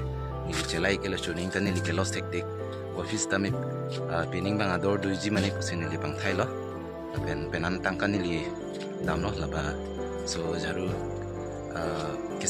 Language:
Karbi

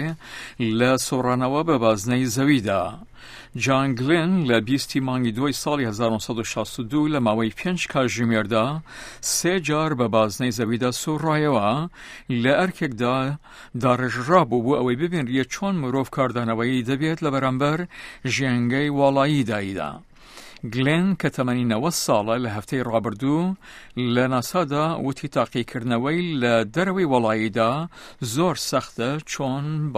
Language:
Central Kurdish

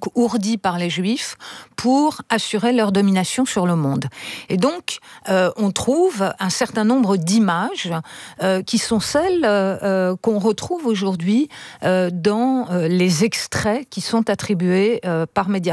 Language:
French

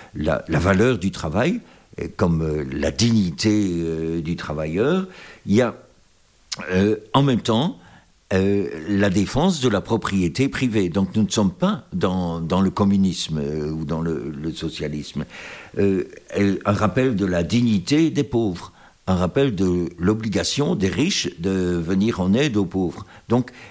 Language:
French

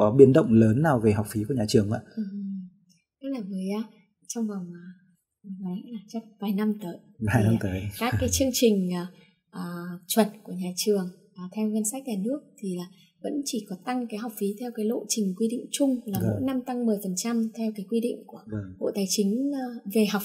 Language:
Vietnamese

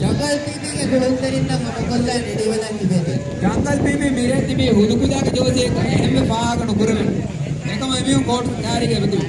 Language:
Divehi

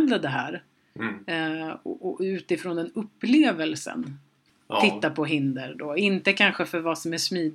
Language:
Swedish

